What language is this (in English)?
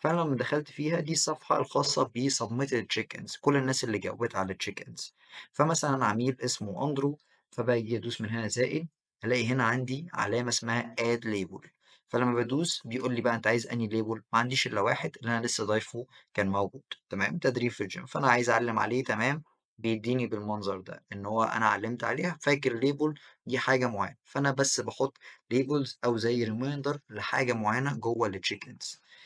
Egyptian Arabic